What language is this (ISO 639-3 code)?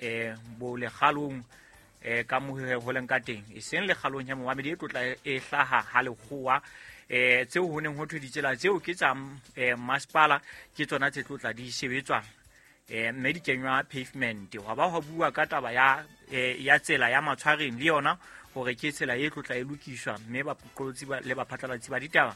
sot